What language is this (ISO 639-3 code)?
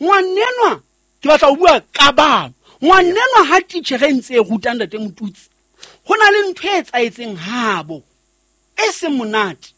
sot